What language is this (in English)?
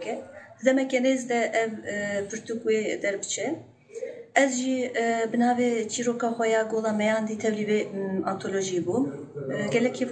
Kurdish